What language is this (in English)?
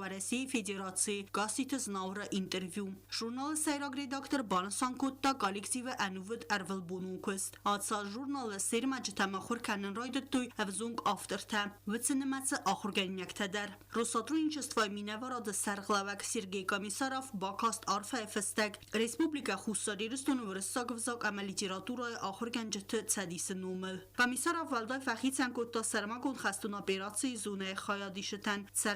Ossetic